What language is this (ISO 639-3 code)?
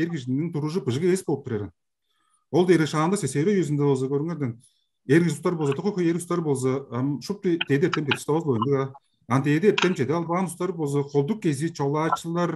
tyv